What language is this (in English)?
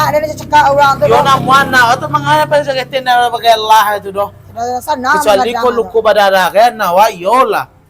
Minangkabau